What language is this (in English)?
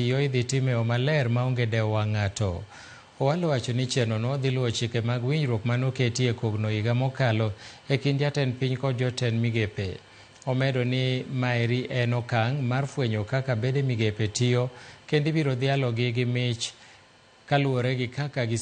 Luo (Kenya and Tanzania)